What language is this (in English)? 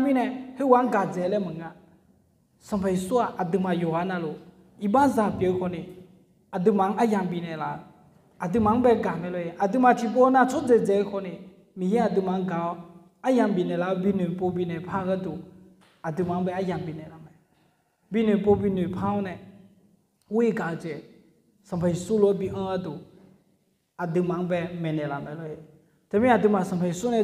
Akha